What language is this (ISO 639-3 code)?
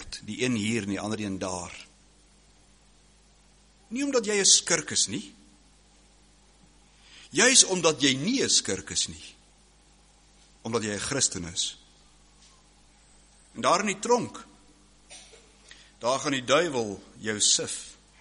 afr